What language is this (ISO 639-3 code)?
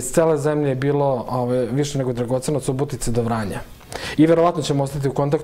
srp